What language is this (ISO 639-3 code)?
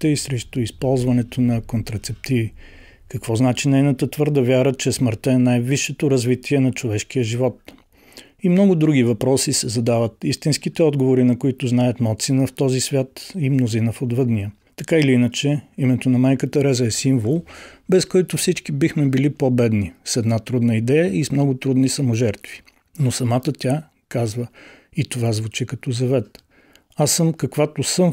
bul